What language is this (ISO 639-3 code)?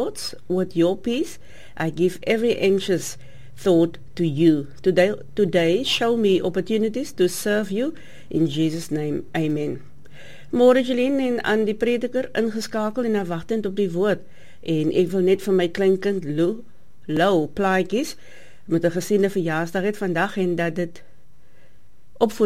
afr